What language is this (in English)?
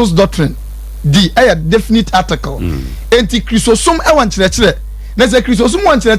Akan